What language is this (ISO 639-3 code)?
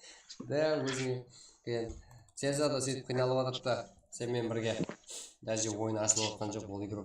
kaa